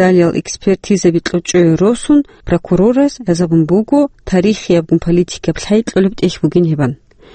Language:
Avaric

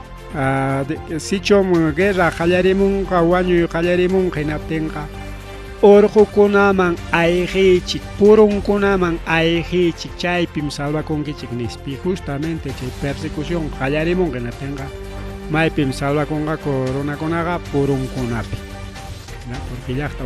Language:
Ayacucho Quechua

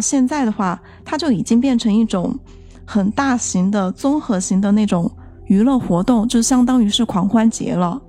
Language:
Chinese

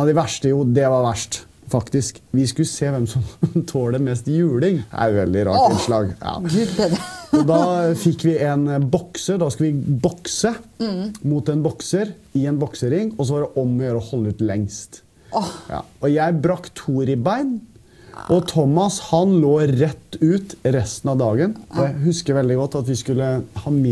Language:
Norwegian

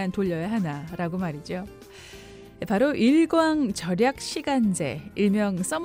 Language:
Korean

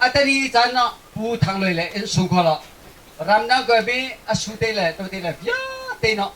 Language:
Hakha Chin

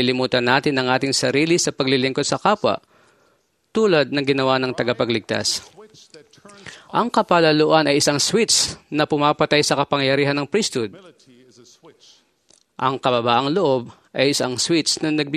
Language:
Filipino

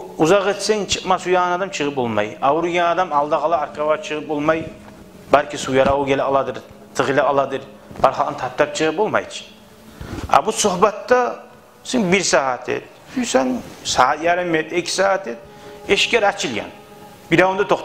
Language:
Kumyk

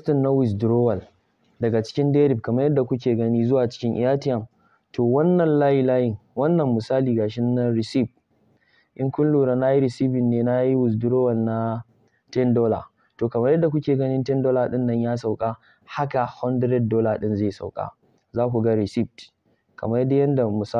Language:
Hausa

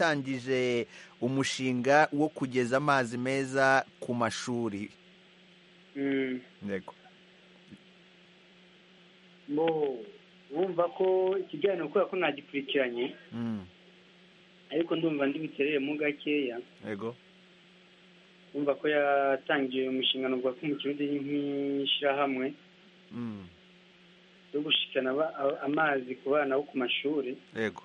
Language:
Kinyarwanda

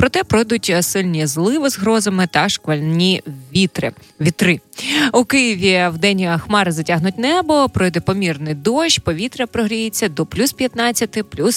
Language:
Ukrainian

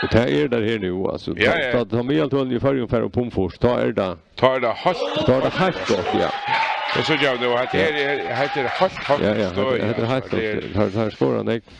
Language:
Faroese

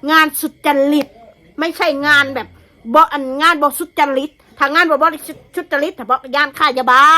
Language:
Northeastern Thai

